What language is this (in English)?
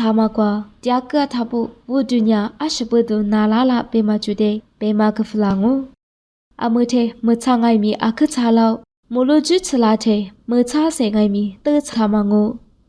Lisu